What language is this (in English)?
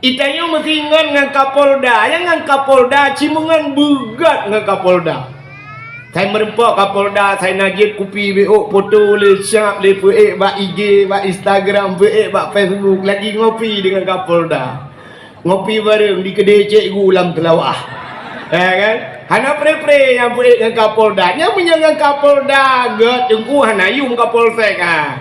Achinese